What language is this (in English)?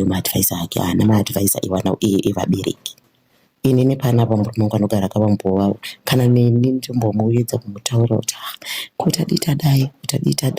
Shona